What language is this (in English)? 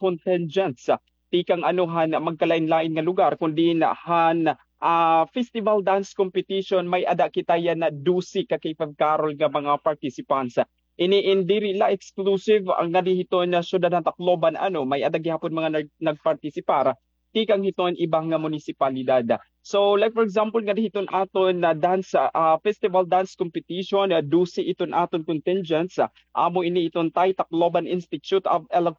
Waray